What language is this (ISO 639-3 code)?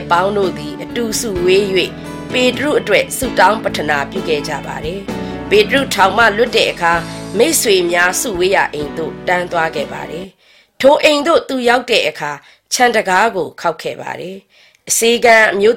mya